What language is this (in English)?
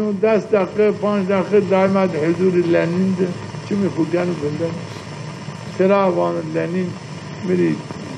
Zaza